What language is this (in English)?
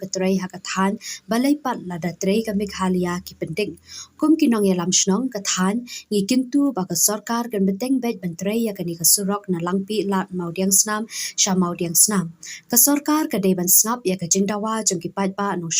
Khasi